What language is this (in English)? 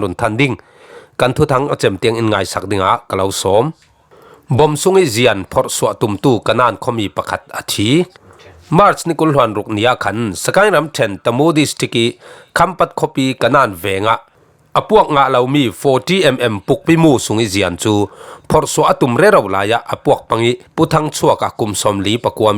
Falam Chin